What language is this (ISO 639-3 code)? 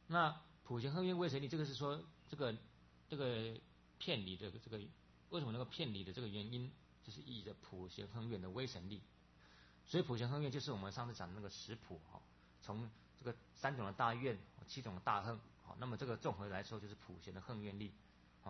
zho